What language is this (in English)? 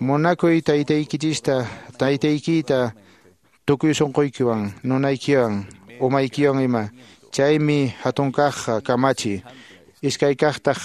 Quechua